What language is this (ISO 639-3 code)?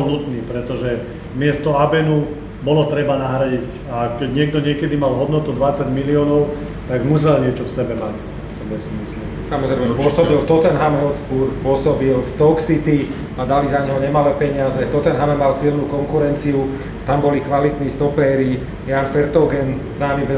slk